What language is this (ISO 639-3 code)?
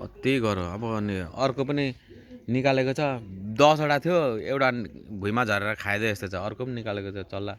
nep